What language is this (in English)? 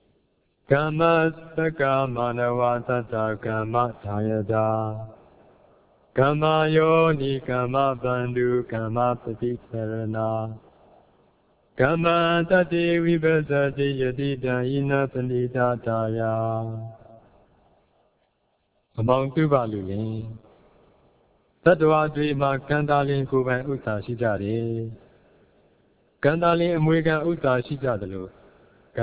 Burmese